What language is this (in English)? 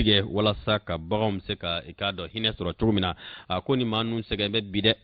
Bambara